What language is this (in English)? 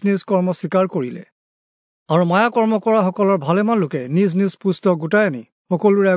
Assamese